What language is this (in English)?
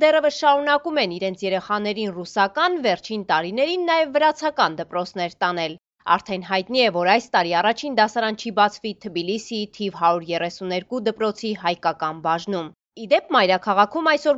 Armenian